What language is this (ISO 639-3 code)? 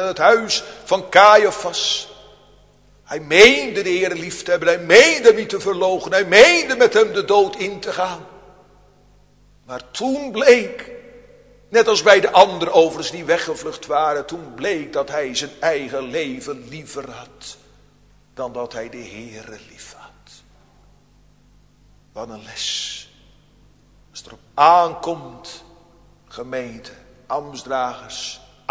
nld